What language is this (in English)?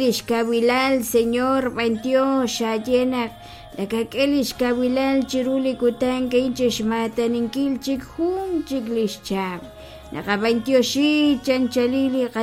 Kekchí